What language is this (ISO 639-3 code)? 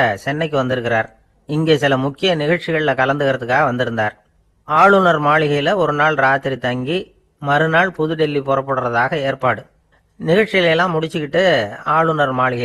tam